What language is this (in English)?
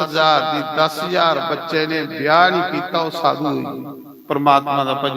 Dogri